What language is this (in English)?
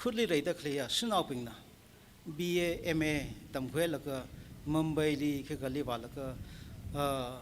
Tangkhul Naga (India)